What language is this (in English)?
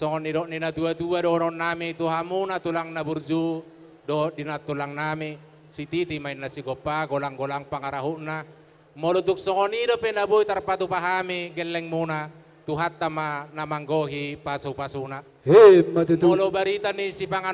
Batak Toba